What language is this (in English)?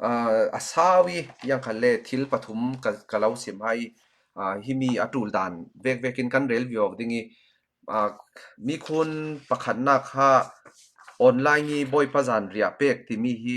Falam Chin